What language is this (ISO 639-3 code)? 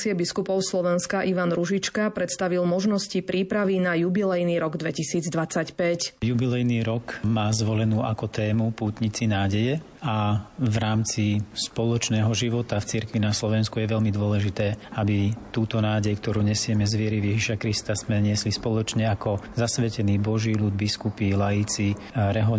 slk